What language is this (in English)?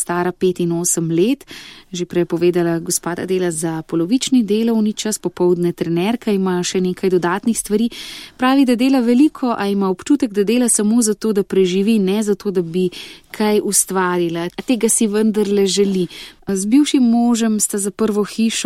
Slovenian